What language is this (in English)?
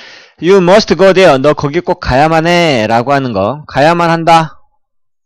Korean